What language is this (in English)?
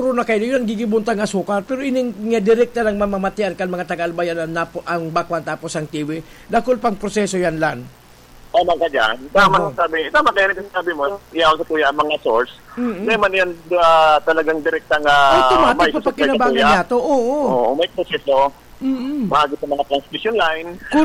Bikol